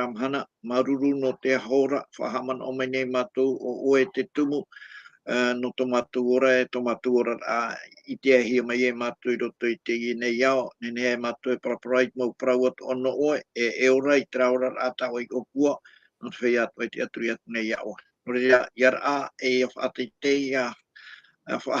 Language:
Tahitian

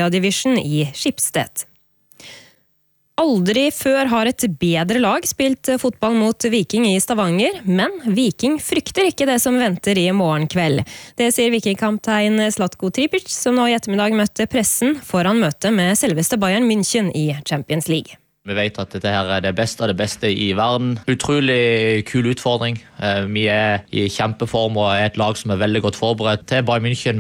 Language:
Norwegian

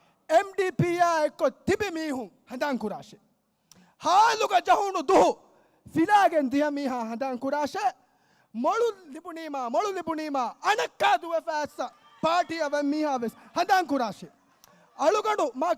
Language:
Divehi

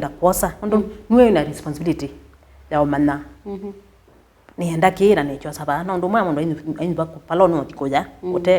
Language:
Kamba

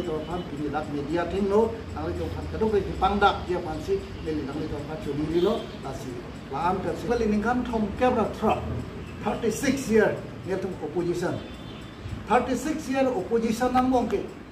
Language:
Karbi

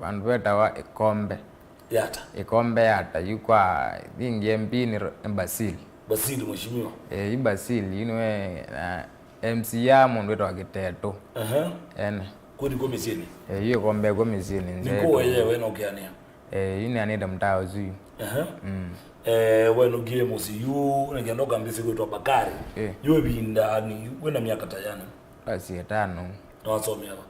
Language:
Kamba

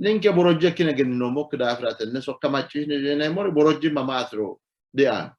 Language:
Sidamo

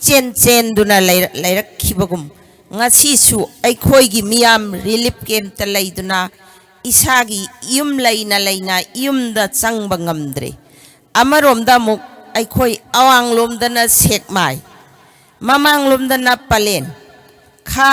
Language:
Manipuri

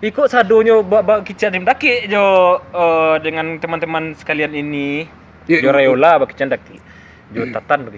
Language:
Minangkabau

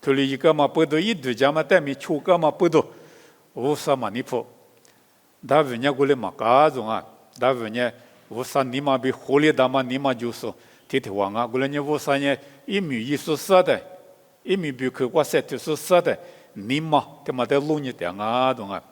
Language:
Lisu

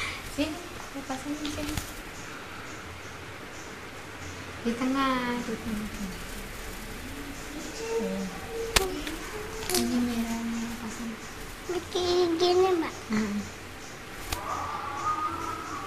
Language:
Indonesian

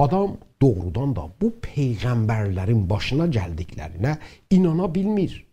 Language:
South Azerbaijani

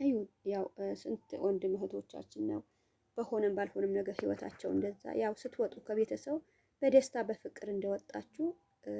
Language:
Amharic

